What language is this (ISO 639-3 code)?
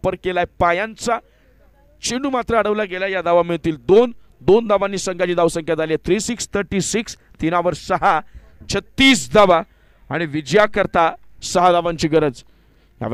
mar